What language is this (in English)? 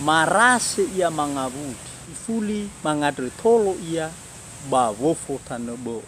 Nias